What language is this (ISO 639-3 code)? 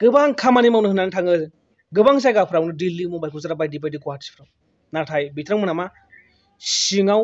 brx